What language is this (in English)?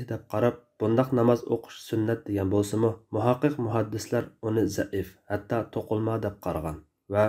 Uyghur